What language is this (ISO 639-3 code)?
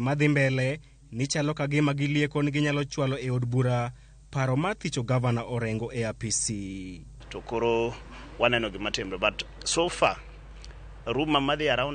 luo